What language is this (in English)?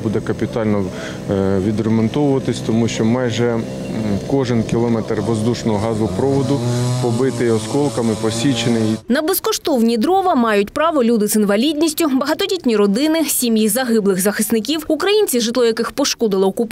Ukrainian